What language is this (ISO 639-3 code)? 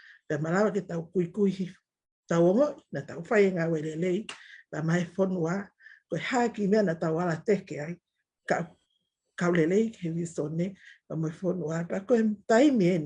ton